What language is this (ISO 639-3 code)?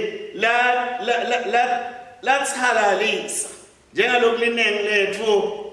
ssw